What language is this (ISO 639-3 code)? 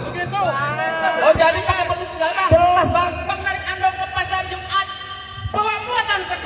bew